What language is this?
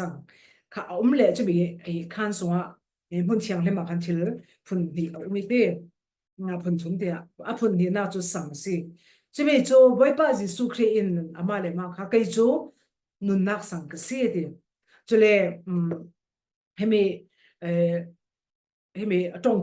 Falam Chin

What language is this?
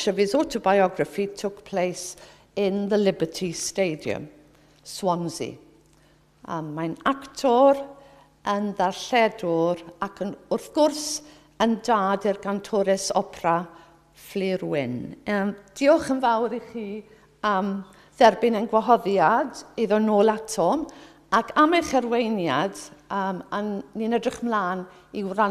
Welsh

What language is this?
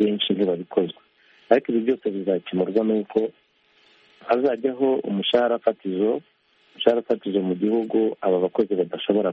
Kinyarwanda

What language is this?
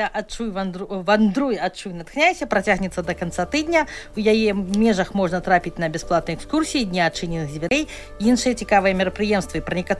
Belarusian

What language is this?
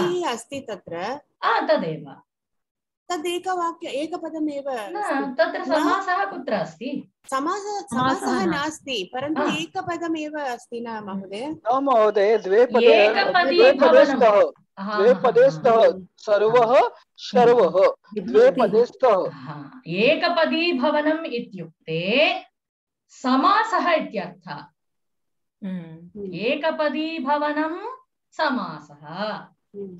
Sanskrit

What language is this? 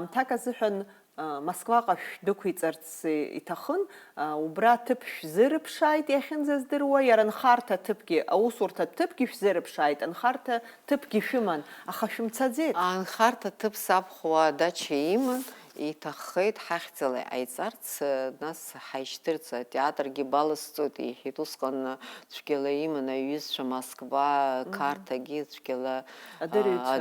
Abkhazian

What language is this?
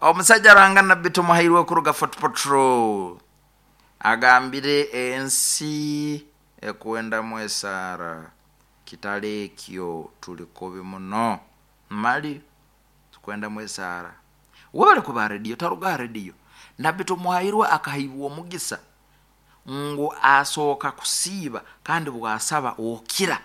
Nyankole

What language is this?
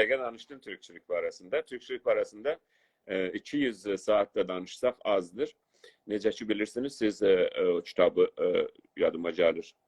South Azerbaijani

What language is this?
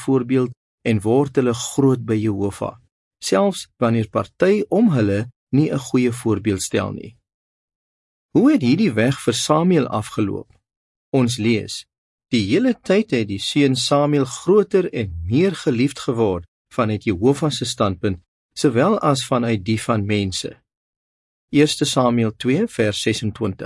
Afrikaans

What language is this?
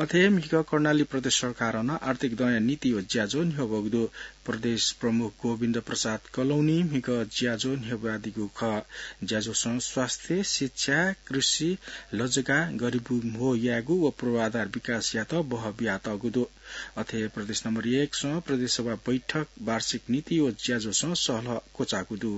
Newari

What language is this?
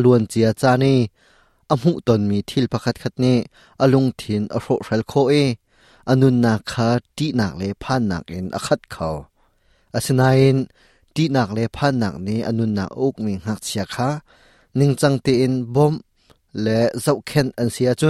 Hakha Chin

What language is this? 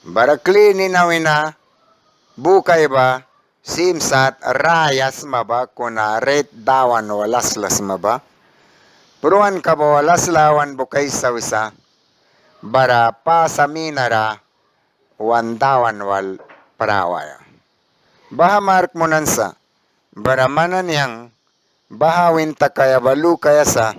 Mískito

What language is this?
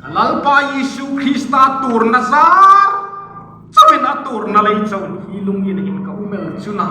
Hmar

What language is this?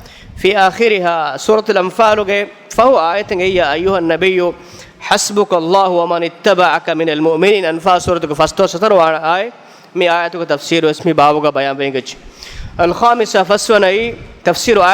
Divehi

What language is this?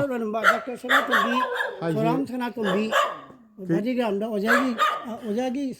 Manipuri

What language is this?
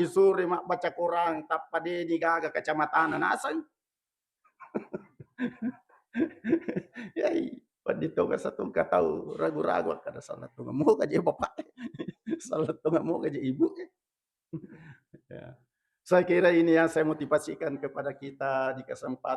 Buginese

